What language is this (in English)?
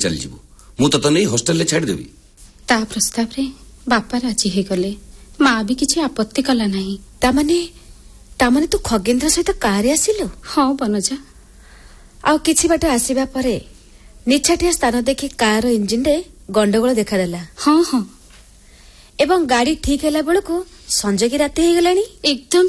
Odia